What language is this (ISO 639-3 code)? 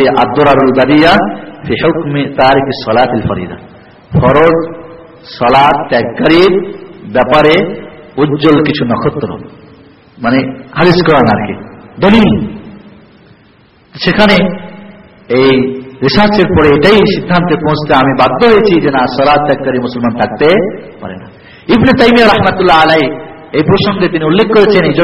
ben